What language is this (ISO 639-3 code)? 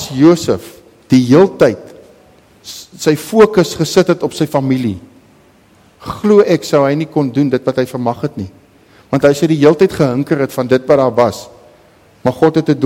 afr